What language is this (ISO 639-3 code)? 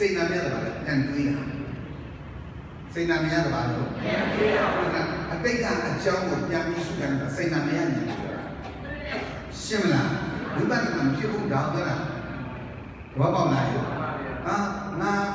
mya